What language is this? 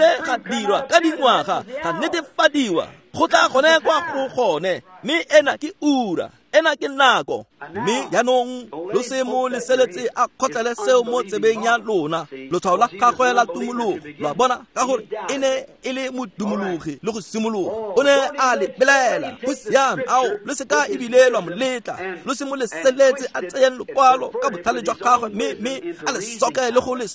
Tswana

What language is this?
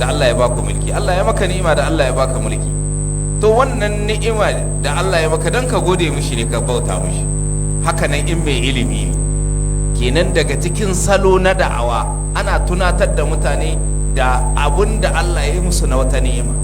Hausa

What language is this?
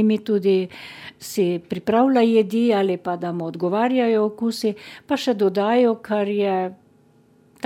Slovenian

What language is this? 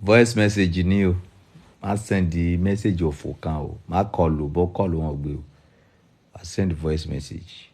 Yoruba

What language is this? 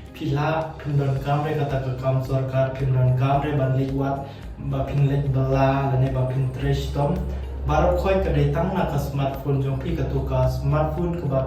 Khasi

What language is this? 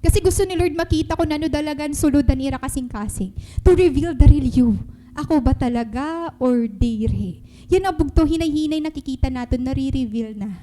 Waray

